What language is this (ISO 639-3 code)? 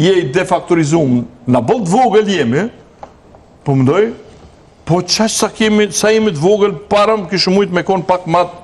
sqi